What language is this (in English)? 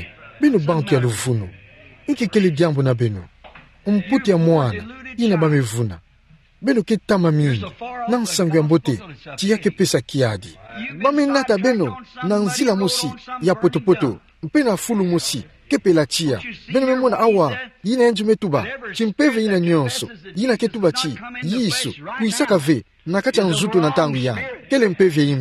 Kituba (Democratic Republic of Congo)